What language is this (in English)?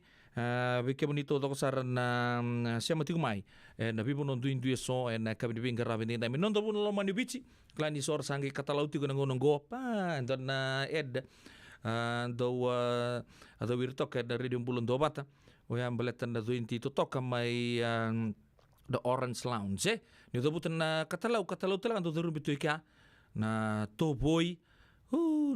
Fijian